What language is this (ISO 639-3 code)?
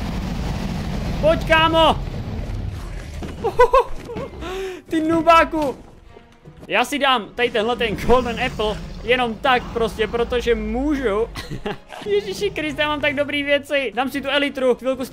ces